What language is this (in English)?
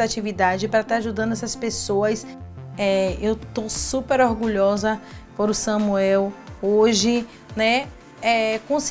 Portuguese